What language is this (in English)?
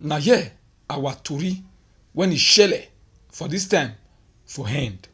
Nigerian Pidgin